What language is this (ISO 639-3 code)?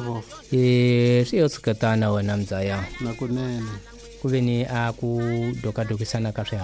tso